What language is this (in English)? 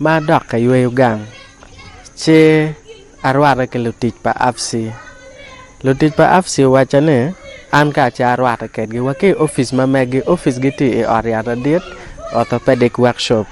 Acoli